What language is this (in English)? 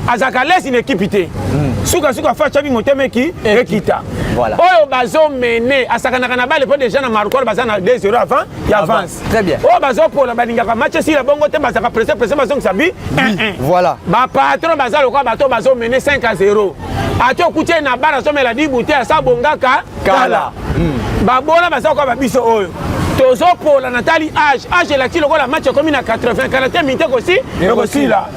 Lingala